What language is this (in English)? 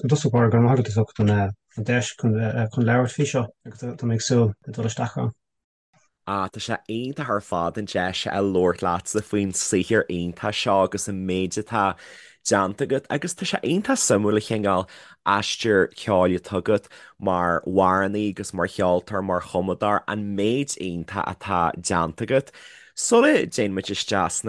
Irish